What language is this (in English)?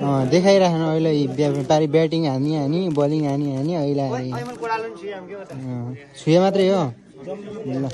Nepali